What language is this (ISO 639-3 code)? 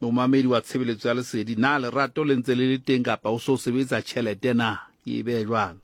sot